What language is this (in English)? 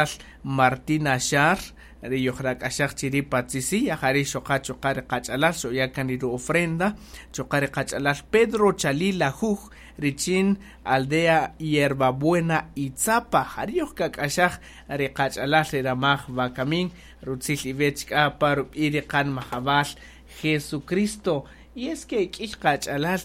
Kaqchikel